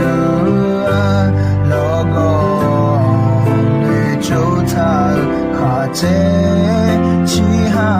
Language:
Akha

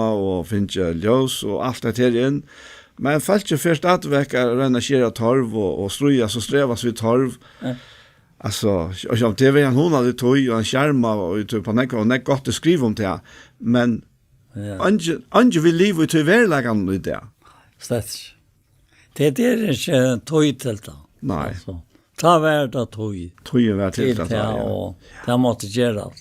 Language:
Faroese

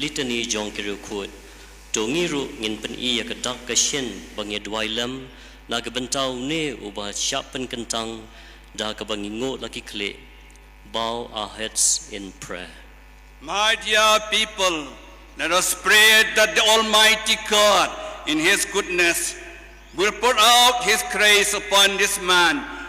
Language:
Khasi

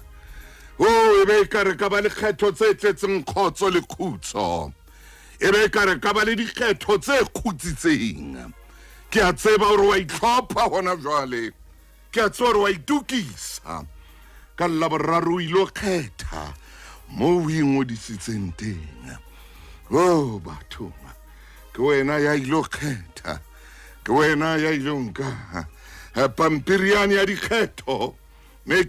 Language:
Southern Sotho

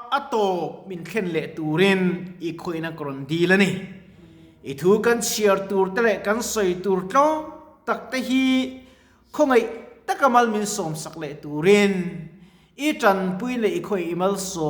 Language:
Mizo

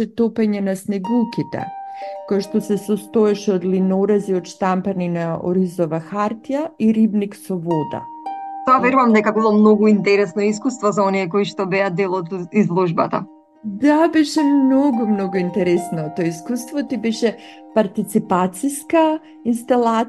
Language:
Macedonian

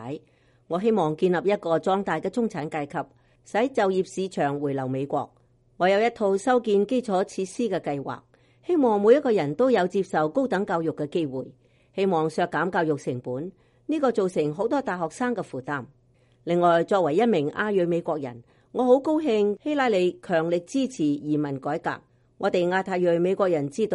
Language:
Cantonese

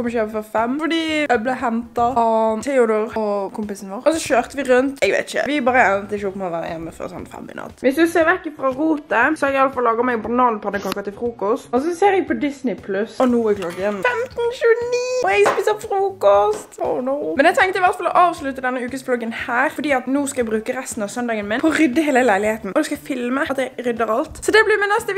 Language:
Norwegian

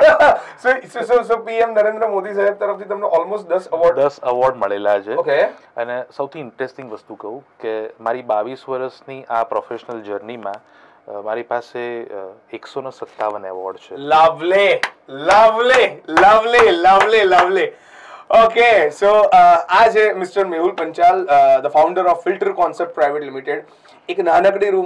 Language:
Gujarati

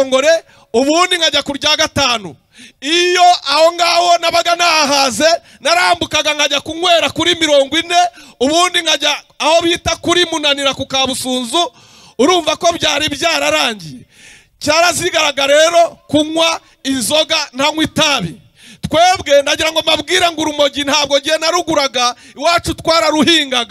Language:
Kinyarwanda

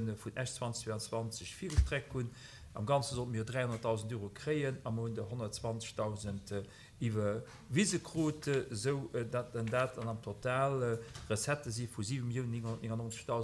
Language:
Luxembourgish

